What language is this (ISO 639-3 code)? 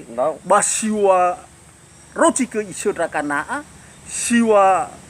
nia